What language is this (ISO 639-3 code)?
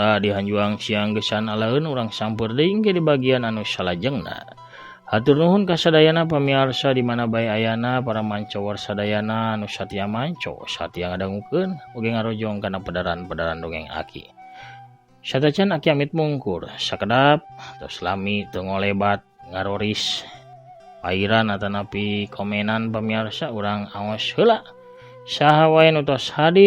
sun